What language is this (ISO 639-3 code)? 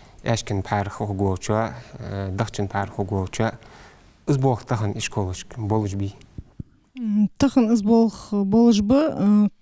inh